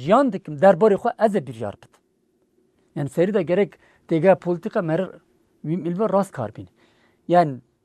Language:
Kurdish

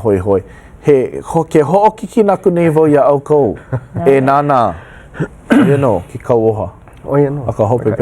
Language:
Hawaiian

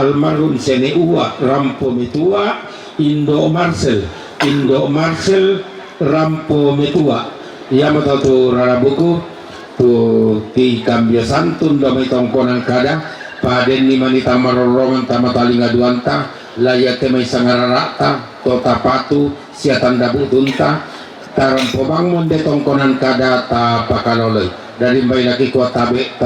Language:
Toraja-Sa'dan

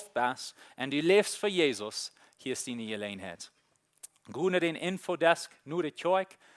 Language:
Plautdietsch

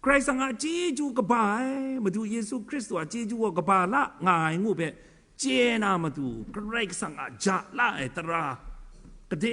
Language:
Kachin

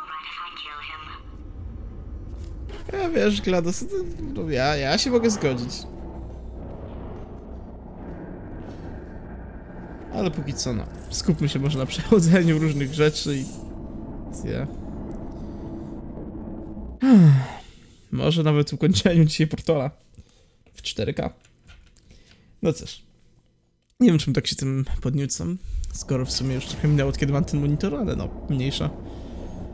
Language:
Polish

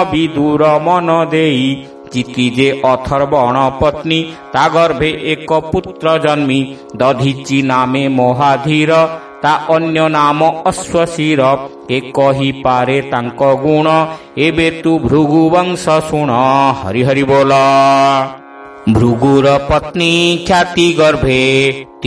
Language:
Odia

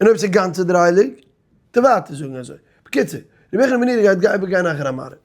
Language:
Yiddish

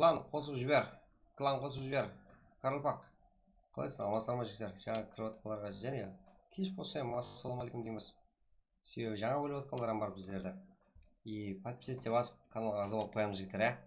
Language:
Kara-Kalpak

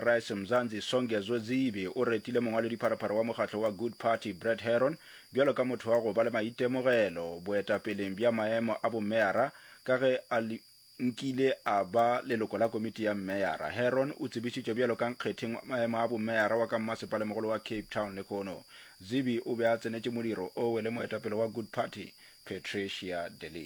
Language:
Northern Sotho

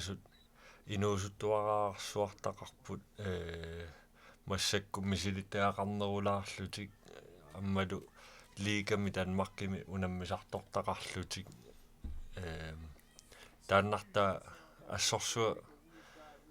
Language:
Kalaallisut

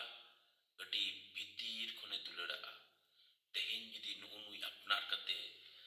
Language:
Santali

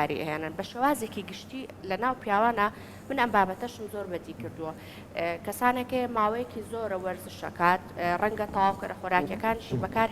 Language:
Central Kurdish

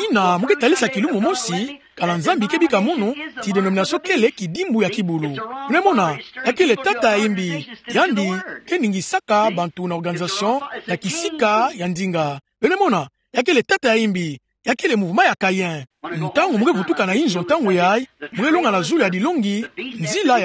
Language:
Kituba (Democratic Republic of Congo)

